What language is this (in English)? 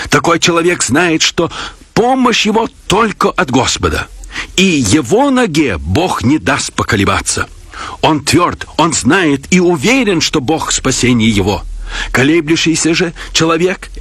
Russian